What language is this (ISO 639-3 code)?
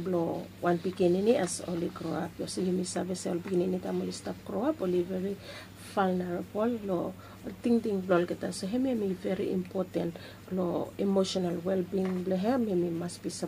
bis